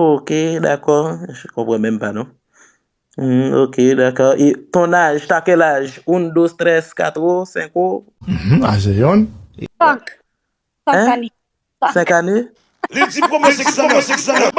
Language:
Haitian Creole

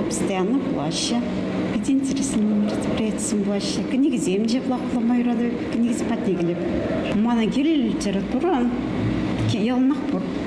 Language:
Chuvash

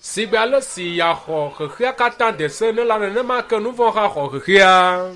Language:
Ewe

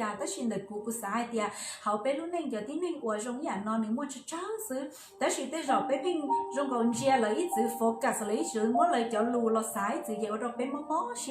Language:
Hmong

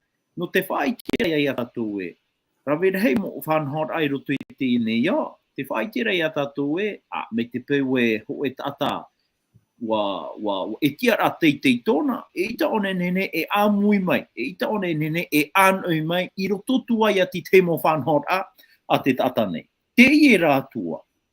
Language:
Tahitian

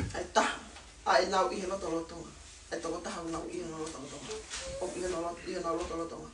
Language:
Tongan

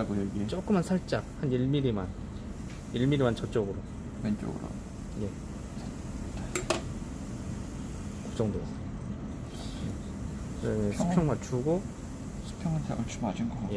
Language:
Korean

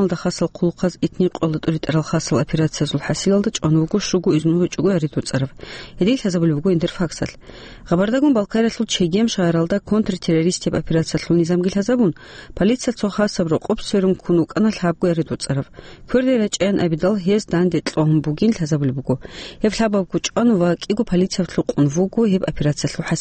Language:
Avaric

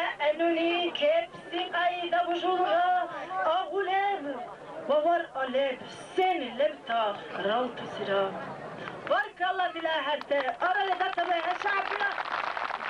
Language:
Dargwa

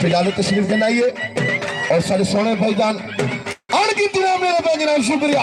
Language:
Saraiki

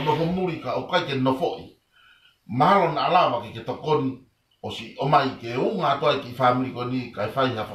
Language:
Tongan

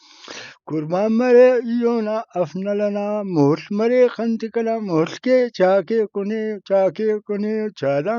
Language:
Brahui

